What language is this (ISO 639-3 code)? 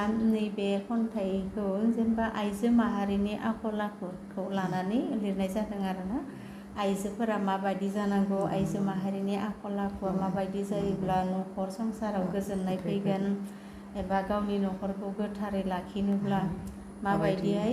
brx